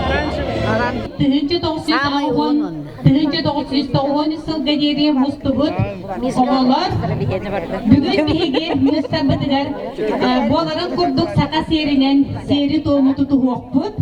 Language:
Yakut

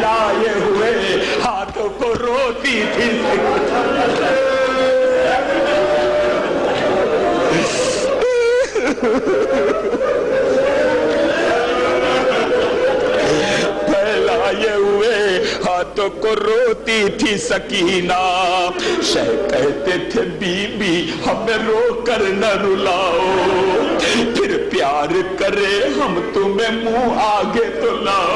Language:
Urdu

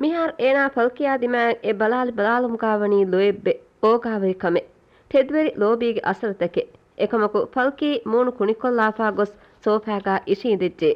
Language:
Divehi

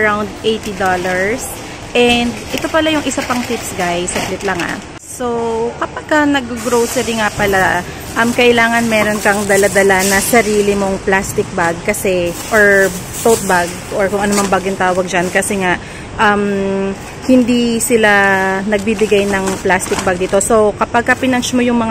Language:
Filipino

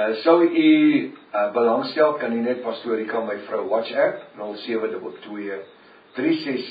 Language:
Afrikaans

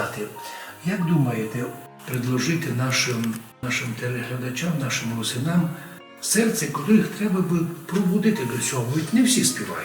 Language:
Rusyn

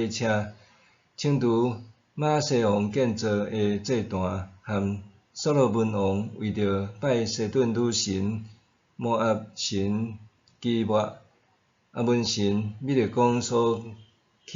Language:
Min Nan Chinese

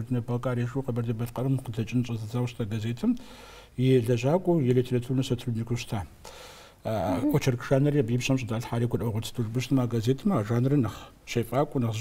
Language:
Kabardian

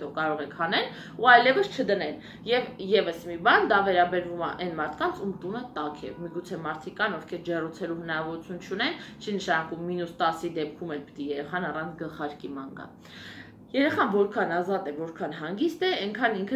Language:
Armenian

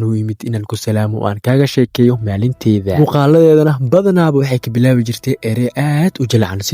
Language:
Somali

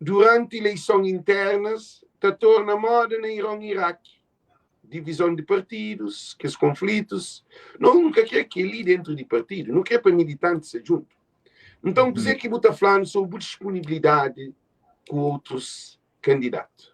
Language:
Kabuverdianu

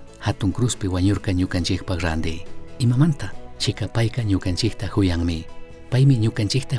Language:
Chimborazo Highland Quichua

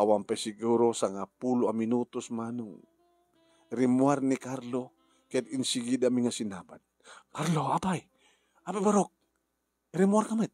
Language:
Iloko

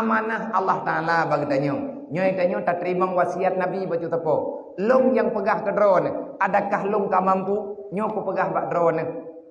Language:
Achinese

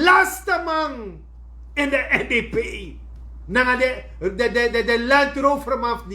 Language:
Sranan Tongo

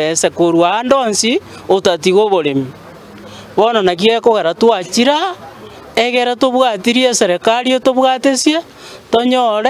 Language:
Gusii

